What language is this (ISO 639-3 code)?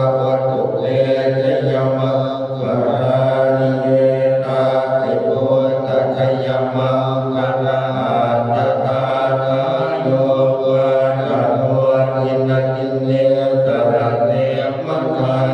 pli